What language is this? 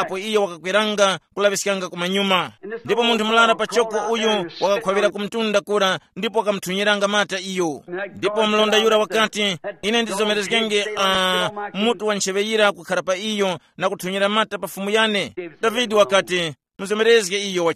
Tumbuka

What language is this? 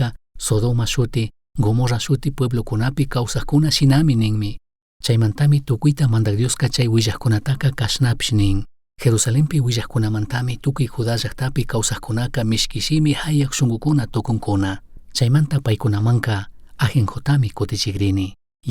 Chimborazo Highland Quichua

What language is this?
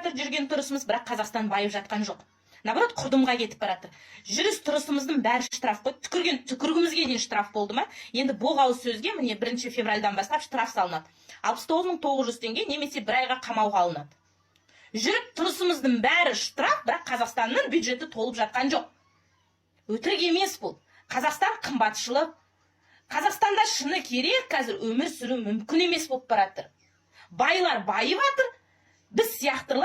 Kazakh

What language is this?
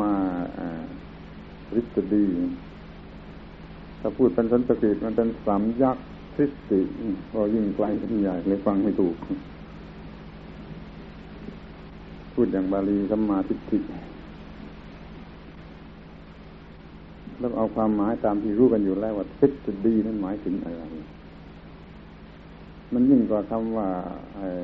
Thai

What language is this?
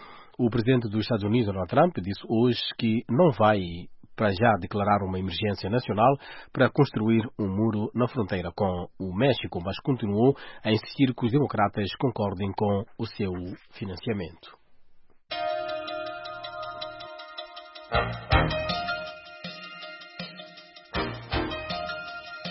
Portuguese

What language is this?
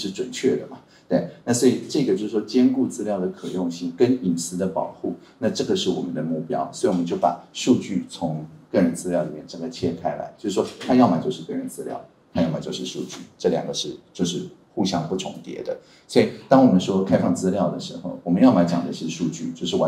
Chinese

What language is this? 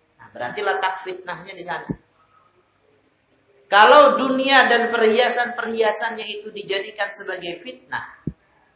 Indonesian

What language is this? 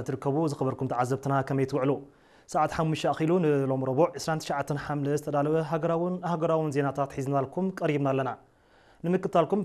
Tigrinya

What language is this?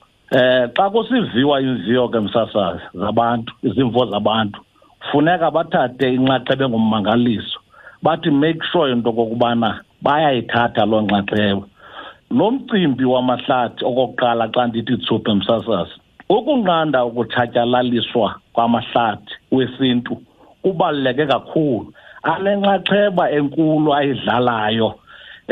Xhosa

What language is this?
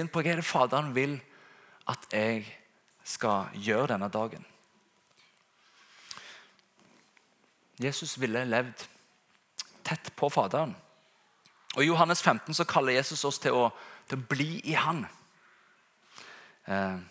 Norwegian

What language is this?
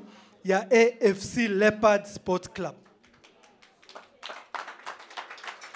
Swahili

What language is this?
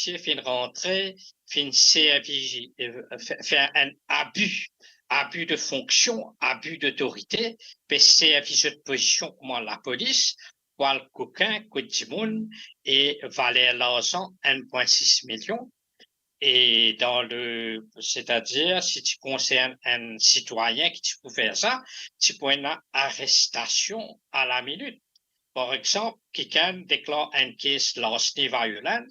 Morisyen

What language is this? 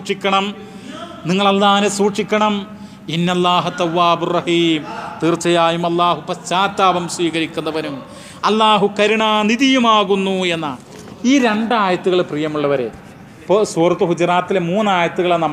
Malayalam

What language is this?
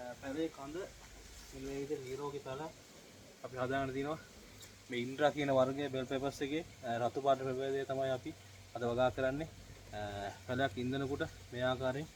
Sinhala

